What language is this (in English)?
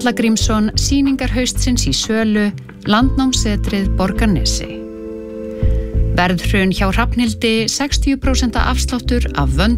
Icelandic